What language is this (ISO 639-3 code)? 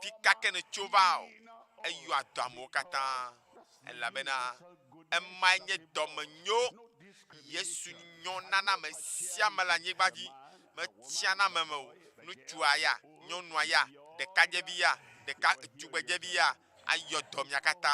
ewe